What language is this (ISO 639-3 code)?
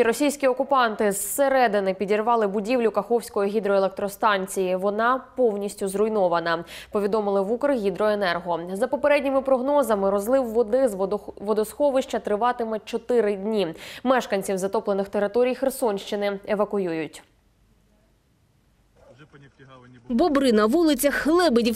ukr